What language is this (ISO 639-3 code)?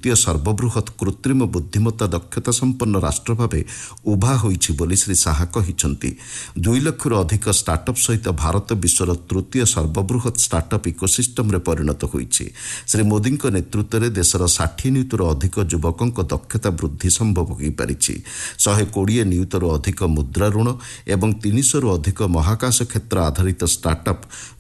ori